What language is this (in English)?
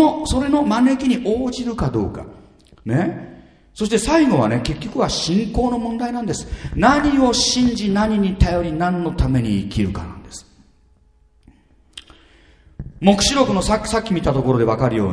Japanese